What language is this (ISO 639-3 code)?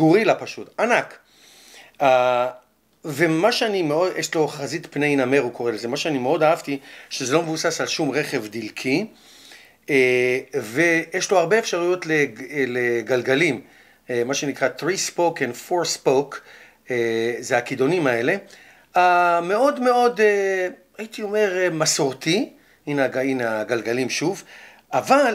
heb